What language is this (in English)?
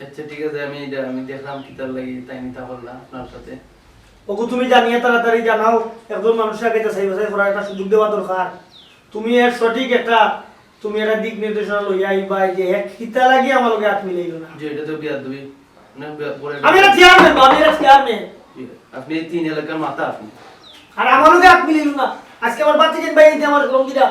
Sylheti